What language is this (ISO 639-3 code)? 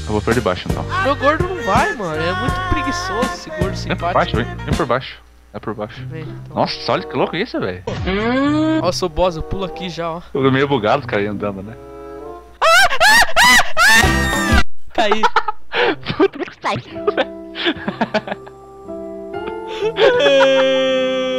por